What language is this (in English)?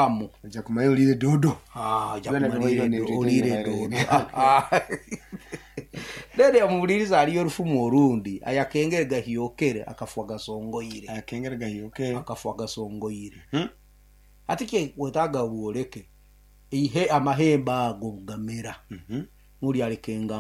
Nyoro